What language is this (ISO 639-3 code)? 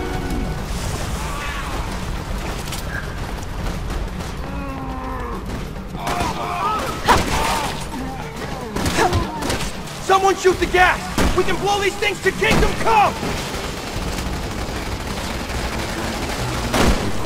eng